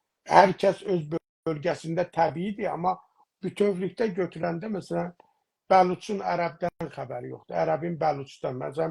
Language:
South Azerbaijani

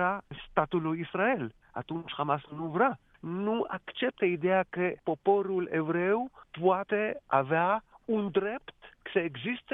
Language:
Romanian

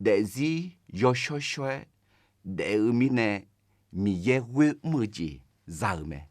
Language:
Akha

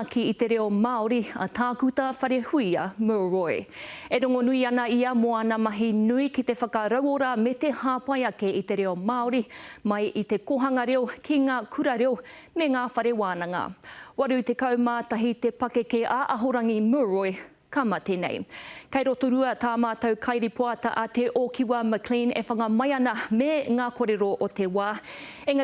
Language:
Māori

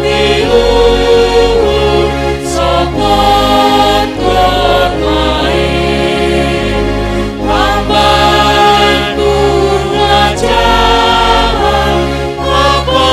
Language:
Batak Simalungun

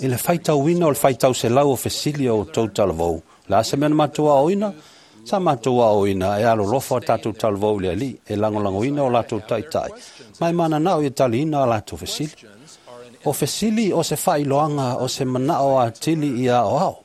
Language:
Samoan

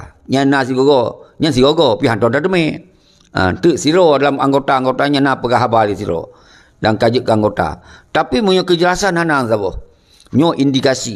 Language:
Achinese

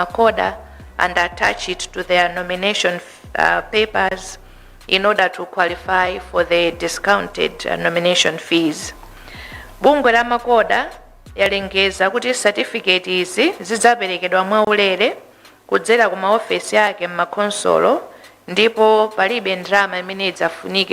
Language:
Nyanja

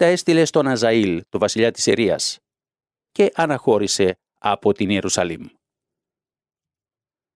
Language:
Greek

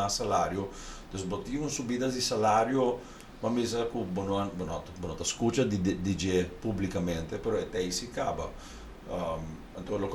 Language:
Papiamento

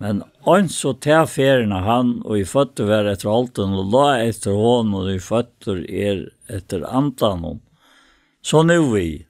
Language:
Faroese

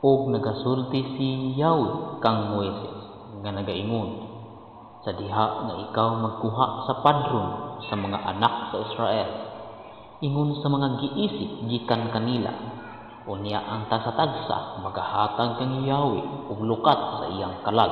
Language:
Cebuano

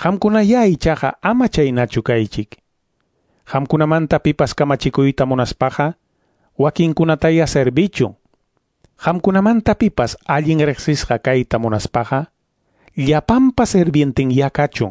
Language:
Quechua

